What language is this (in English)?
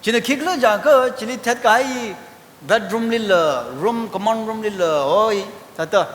Tangkhul Naga (India)